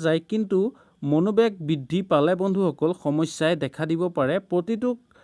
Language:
Assamese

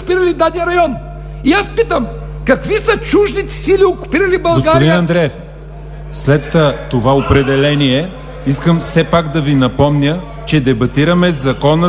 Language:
Bulgarian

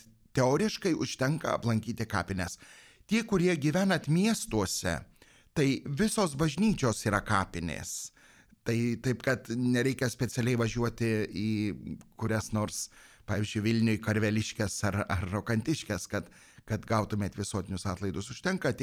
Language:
Lithuanian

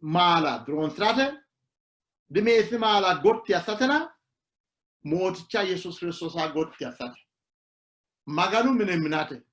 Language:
Sidamo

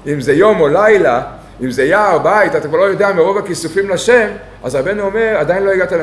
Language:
Hebrew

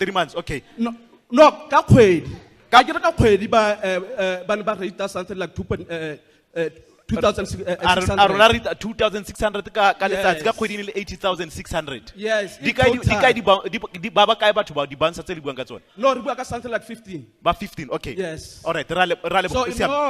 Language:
Tswana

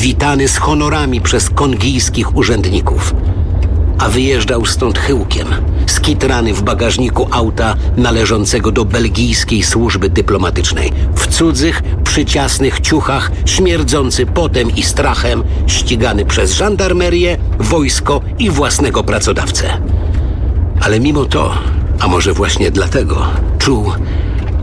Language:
Polish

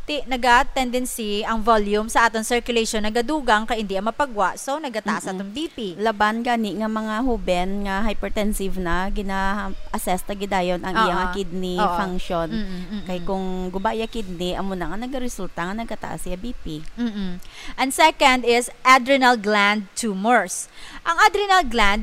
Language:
Hiligaynon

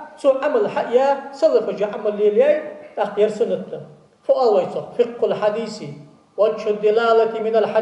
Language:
Ingush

